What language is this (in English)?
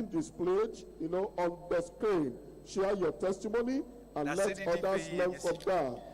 Ewe